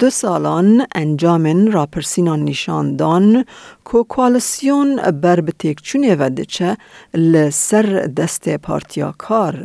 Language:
Kurdish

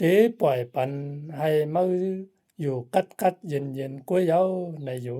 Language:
Shan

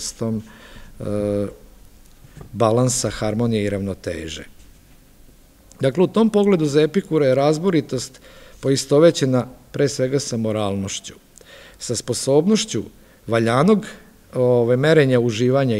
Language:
Serbian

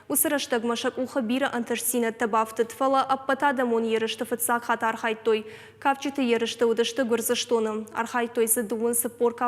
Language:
Ossetic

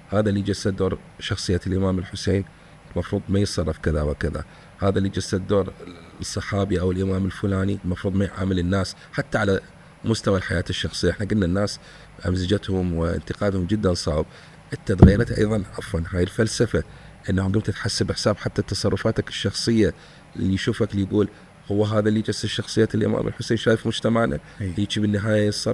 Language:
Mesopotamian Arabic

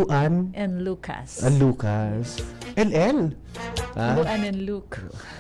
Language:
Bikol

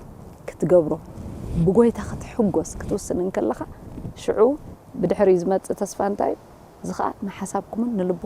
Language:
Tigrinya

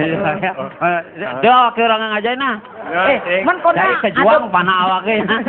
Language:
Balinese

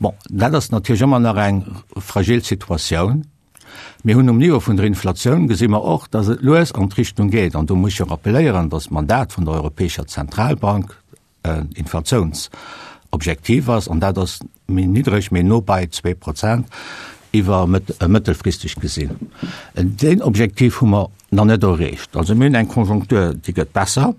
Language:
Luxembourgish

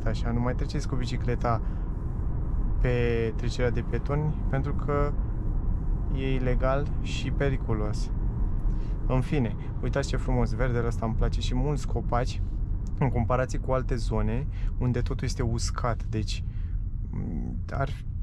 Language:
Romanian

